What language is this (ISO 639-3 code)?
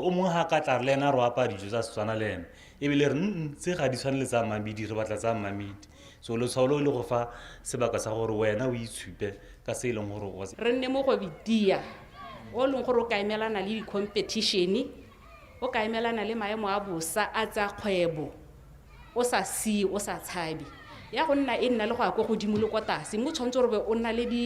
tsn